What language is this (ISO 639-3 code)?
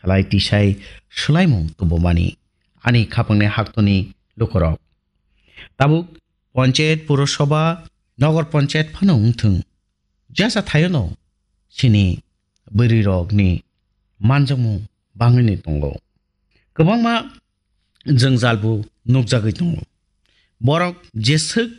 trp